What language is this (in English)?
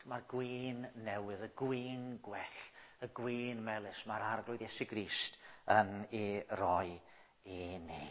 Welsh